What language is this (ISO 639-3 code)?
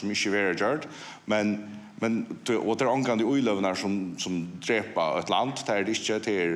fao